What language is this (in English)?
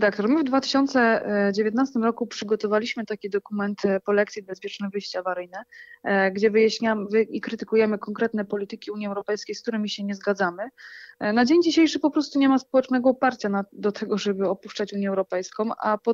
Polish